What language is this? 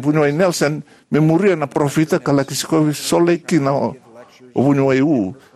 Fijian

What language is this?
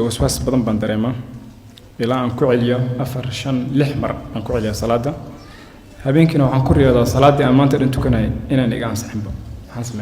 Somali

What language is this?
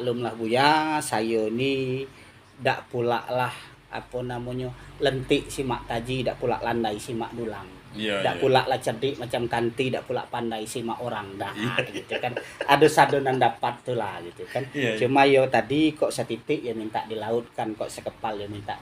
Minangkabau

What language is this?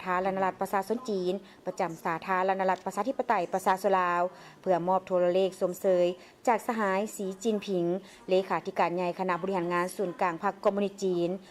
Lao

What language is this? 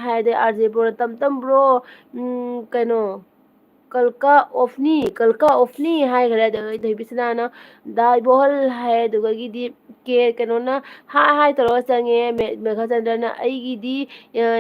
Manipuri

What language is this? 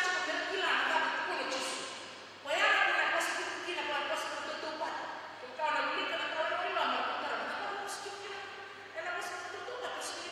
Fijian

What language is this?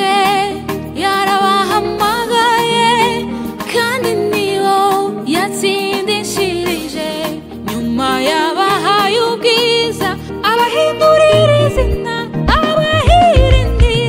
Kinyarwanda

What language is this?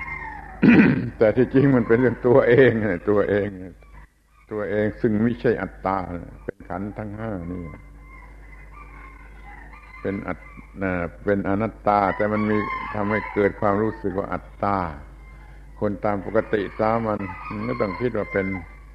Thai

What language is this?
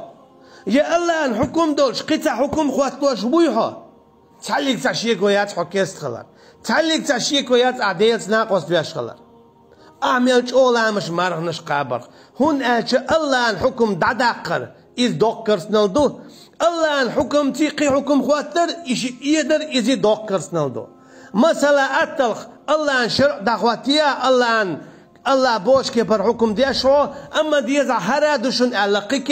Chechen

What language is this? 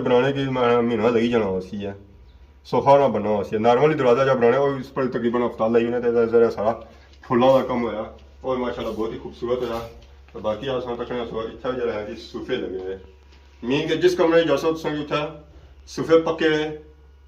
Pahari-Potwari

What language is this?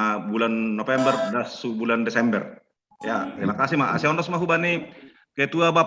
Batak Simalungun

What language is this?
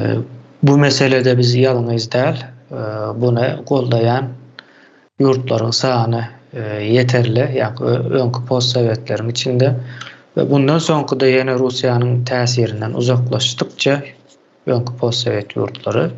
Turkmen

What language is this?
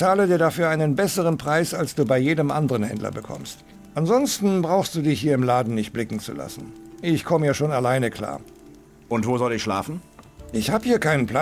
Bavarian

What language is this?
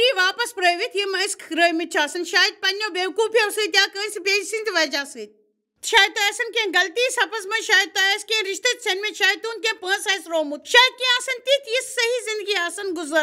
Kashmiri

